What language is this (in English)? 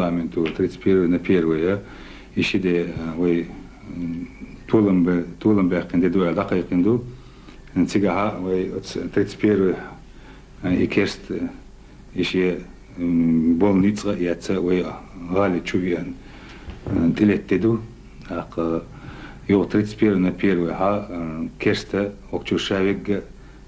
Chechen